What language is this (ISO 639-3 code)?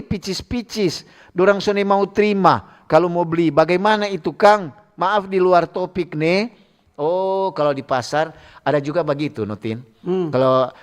xmm